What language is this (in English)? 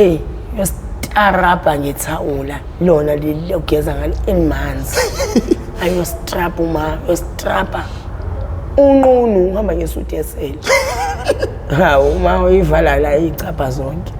Zulu